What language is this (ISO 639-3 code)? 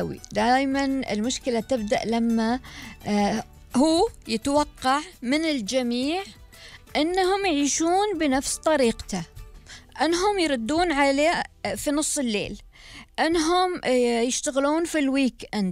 afb